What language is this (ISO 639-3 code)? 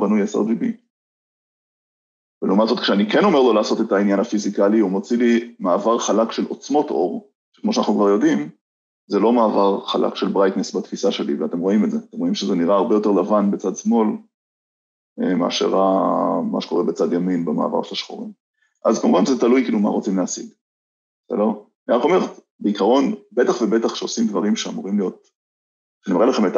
heb